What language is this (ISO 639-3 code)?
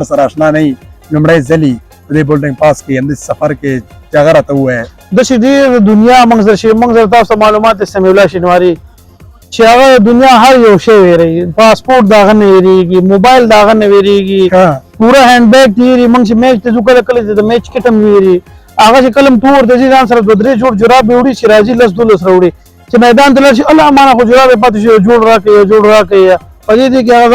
pus